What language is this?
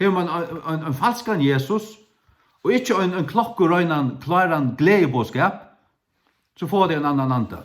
Faroese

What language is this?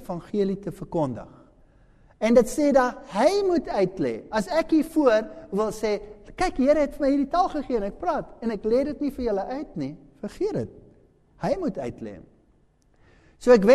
Afrikaans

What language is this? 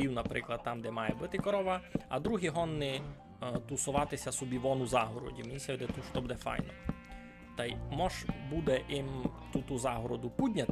Rusyn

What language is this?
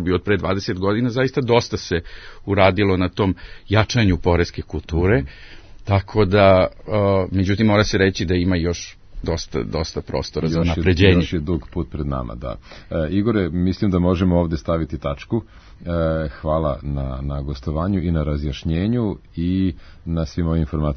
Serbian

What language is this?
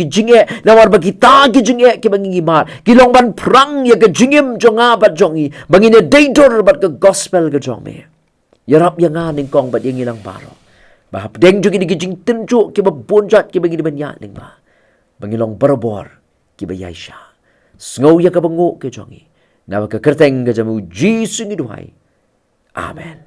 Khasi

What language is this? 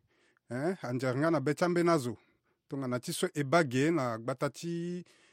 Sango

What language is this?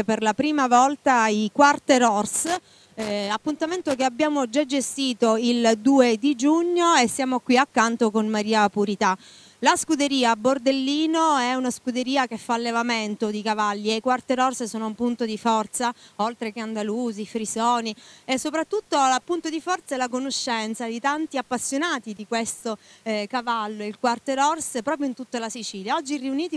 Italian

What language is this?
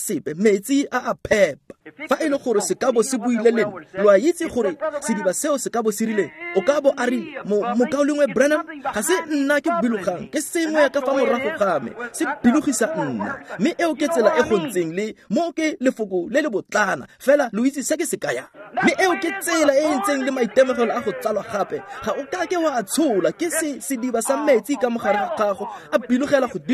Tswana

